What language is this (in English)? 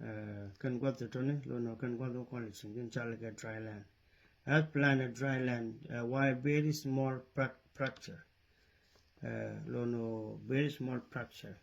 Nuer